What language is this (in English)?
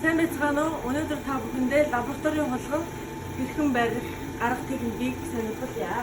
Mongolian